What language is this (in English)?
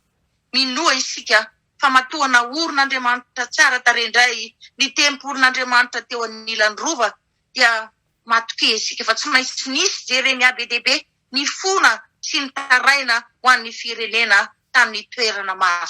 Malagasy